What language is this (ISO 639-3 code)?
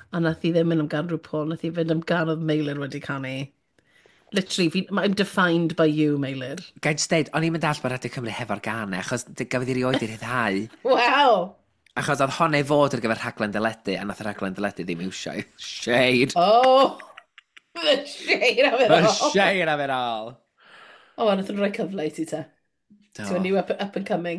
cym